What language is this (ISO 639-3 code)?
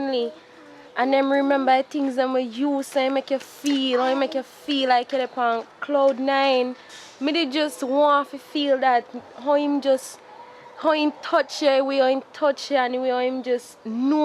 jam